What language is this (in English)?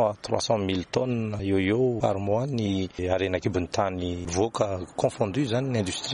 Malagasy